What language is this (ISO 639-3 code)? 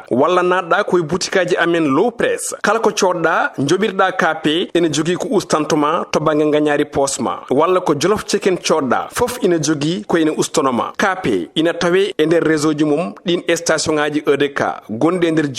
ful